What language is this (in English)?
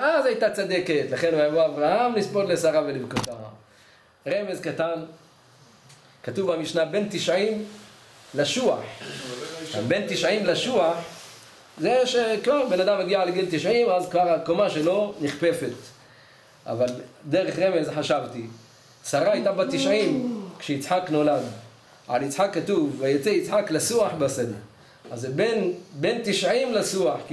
Hebrew